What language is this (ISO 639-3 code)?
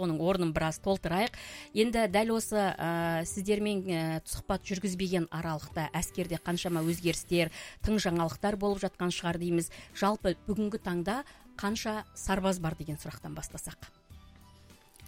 kaz